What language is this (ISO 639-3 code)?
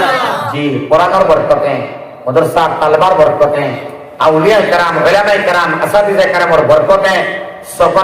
syl